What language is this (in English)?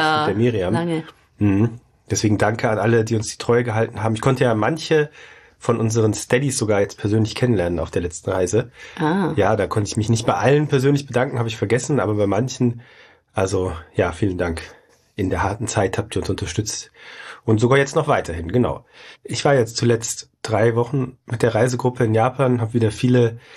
German